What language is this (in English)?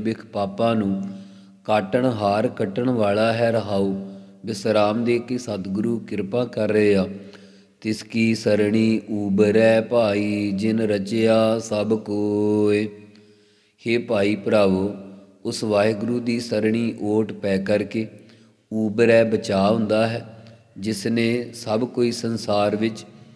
Punjabi